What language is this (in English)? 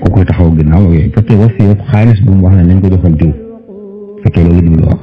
Wolof